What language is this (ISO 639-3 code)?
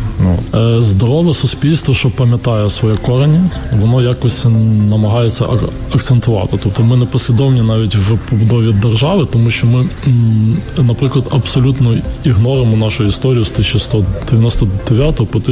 ukr